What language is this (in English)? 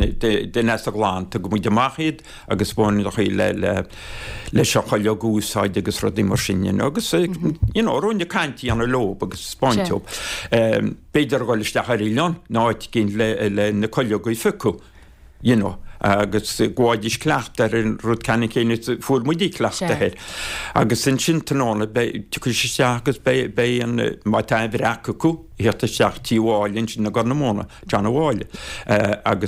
Irish